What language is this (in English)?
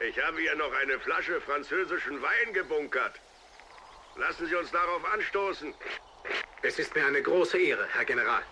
Bavarian